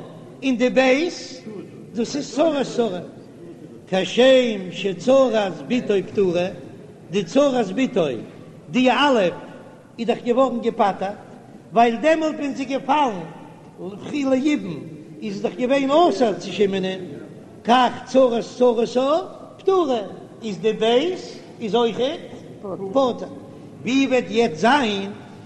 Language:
Yiddish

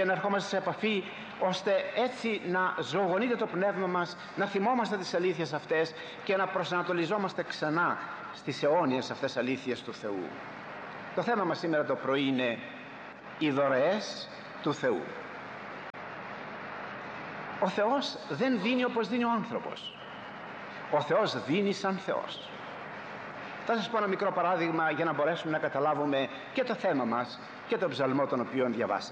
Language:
Greek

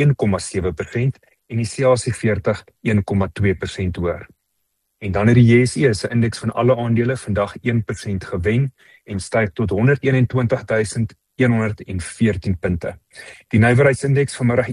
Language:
Afrikaans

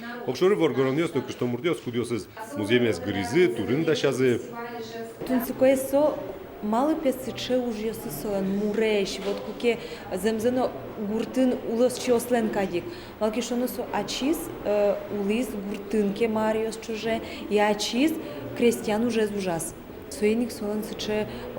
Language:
Udmurt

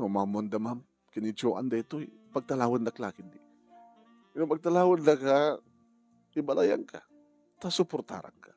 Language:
Iloko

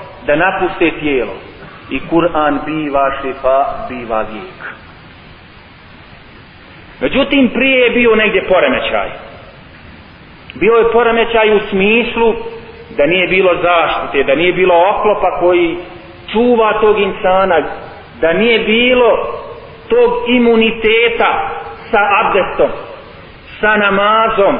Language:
Bosnian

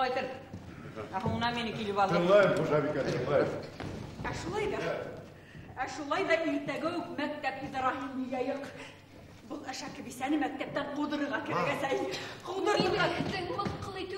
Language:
Bashkir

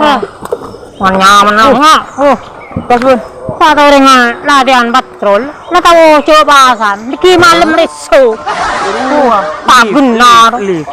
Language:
Madurese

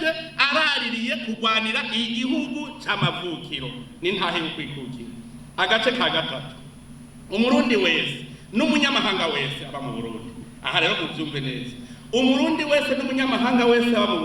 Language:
Rundi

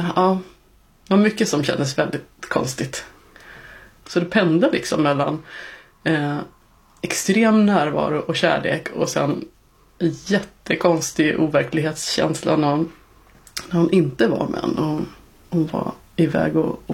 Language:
Swedish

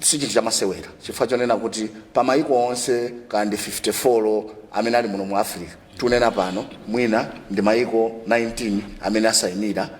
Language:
Nyanja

